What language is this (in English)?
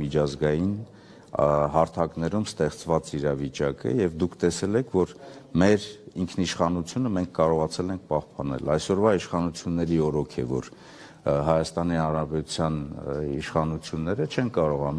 Armenian